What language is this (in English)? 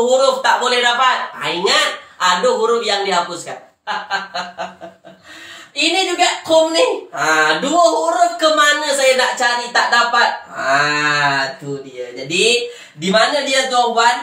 Malay